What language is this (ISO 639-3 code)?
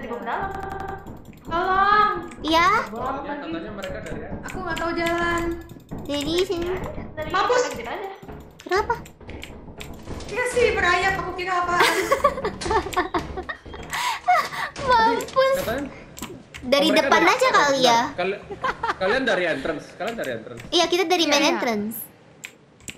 ind